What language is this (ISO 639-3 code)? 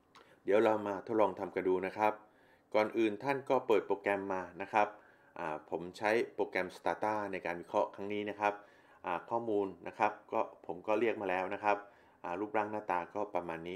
tha